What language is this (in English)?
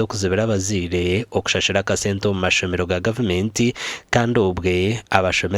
Nyankole